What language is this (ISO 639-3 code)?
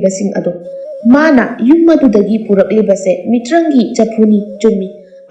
mni